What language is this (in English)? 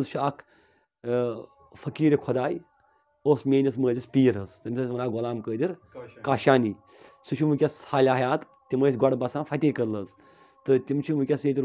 Kashmiri